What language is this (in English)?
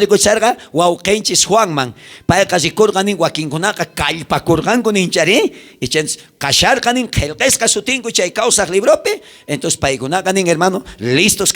South Bolivian Quechua